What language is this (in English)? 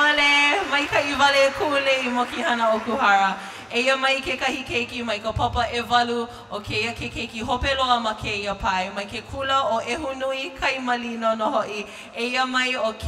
Hawaiian